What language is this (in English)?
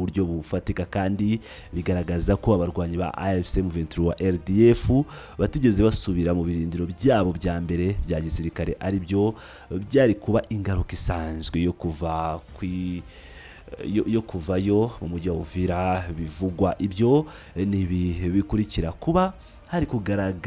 Kinyarwanda